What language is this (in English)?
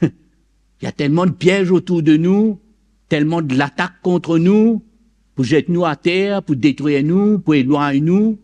Morisyen